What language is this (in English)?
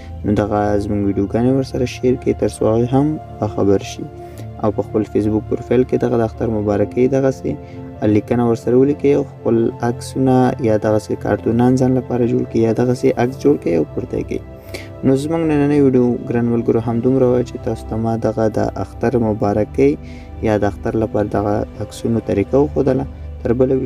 Pashto